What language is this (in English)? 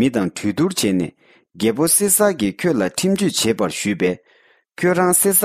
Tibetan